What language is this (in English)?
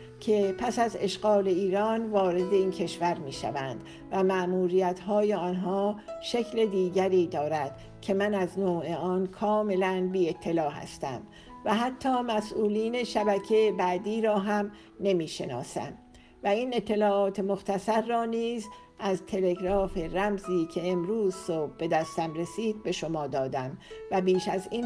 Persian